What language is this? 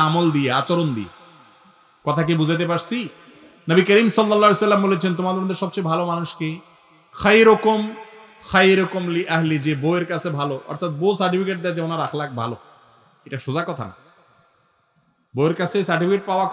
Bangla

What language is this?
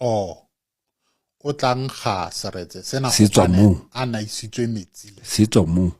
Southern Sotho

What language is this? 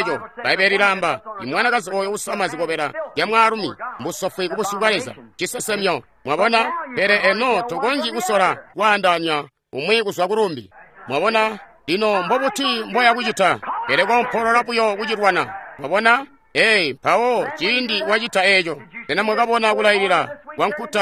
Tonga (Zambia)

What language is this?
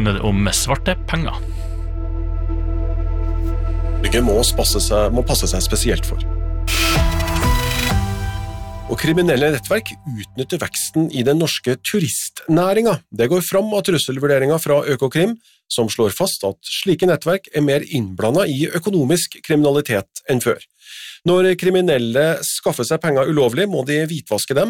Norwegian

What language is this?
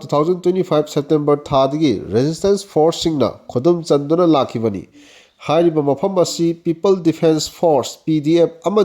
Manipuri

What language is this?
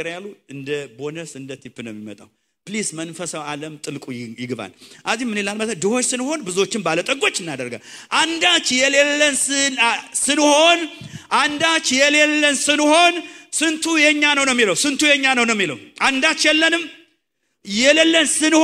Amharic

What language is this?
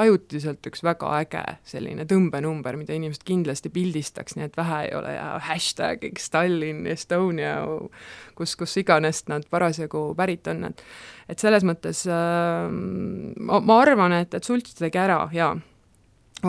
Estonian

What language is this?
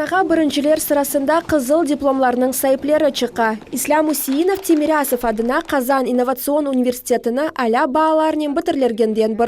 Crimean Tatar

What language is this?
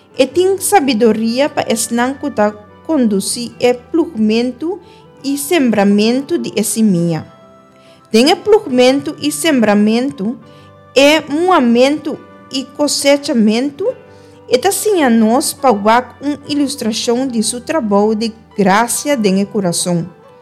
Papiamento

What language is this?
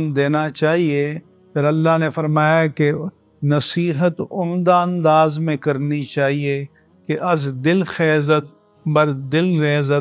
Urdu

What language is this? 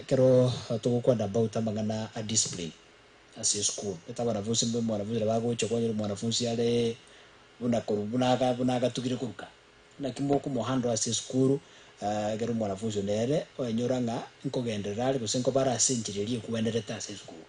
Gusii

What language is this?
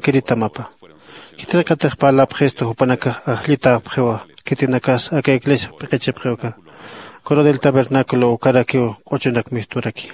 Aymara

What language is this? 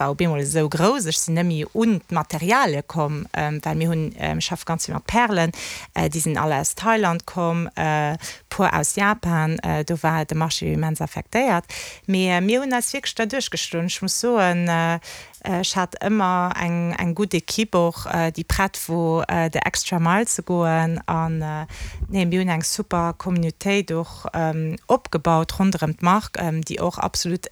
Luxembourgish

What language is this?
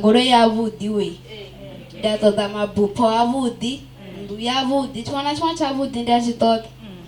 Venda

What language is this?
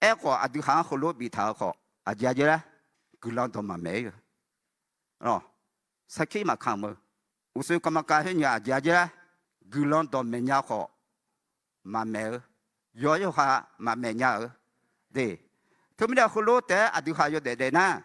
Akha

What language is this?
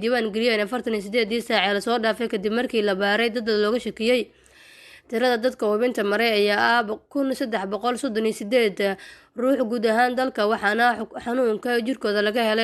Somali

